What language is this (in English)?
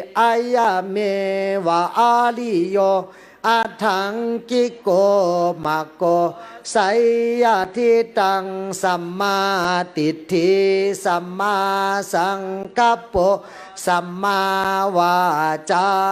Pali